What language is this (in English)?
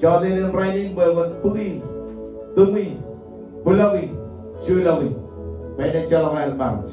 Marshallese